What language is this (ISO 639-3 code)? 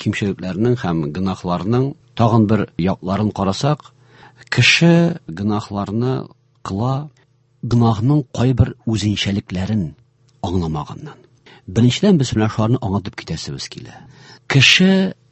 tat